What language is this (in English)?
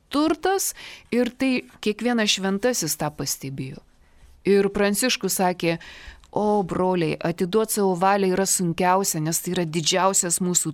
Lithuanian